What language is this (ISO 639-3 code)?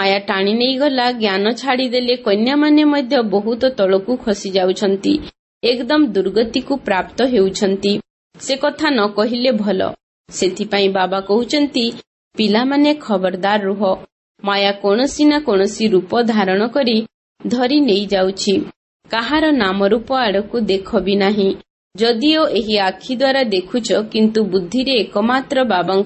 ori